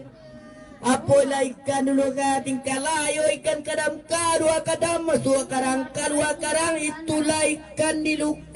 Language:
Minangkabau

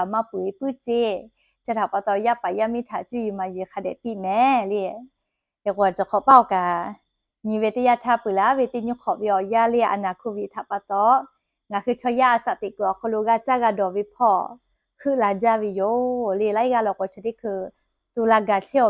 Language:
Lahu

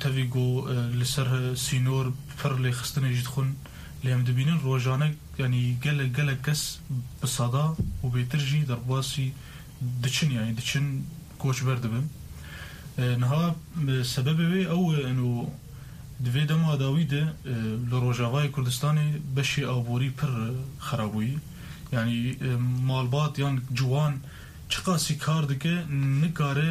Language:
Kurdish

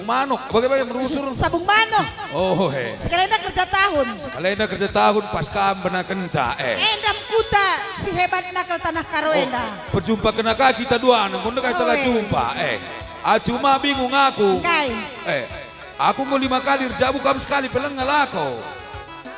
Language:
Batak Karo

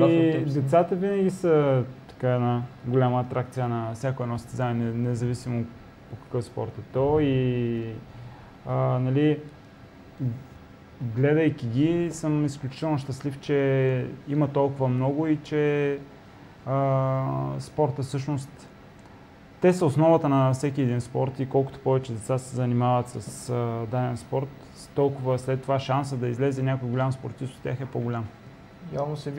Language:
Bulgarian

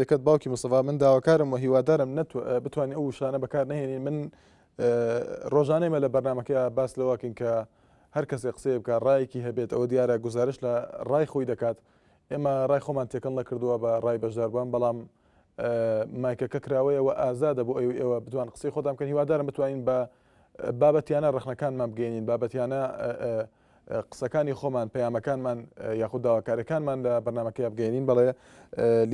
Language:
Central Kurdish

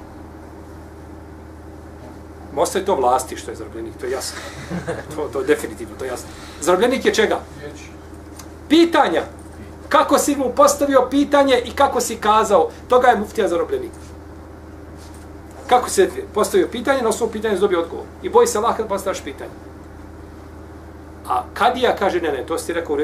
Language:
Bosnian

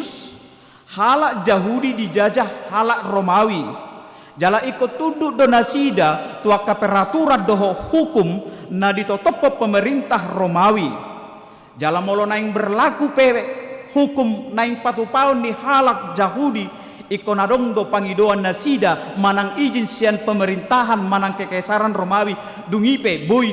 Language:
Batak Toba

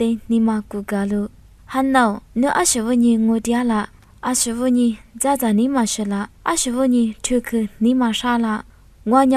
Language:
Lisu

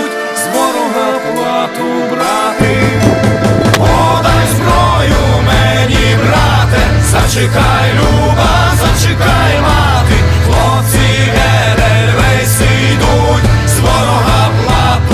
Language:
Ukrainian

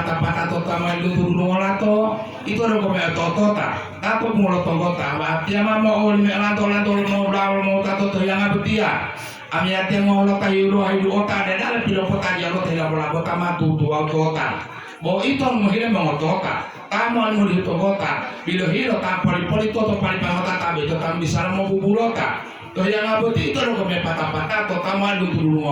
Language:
Gorontalo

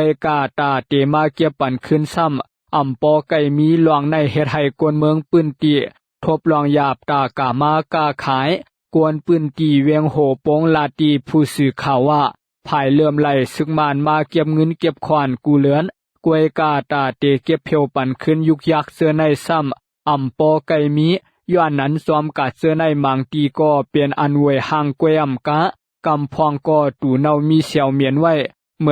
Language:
Shan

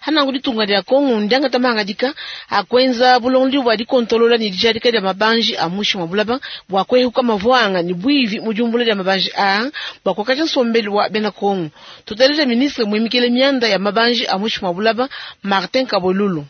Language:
Luba-Lulua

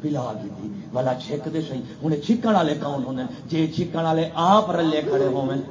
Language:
Saraiki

